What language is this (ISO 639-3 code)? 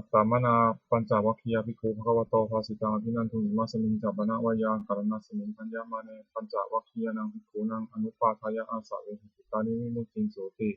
pli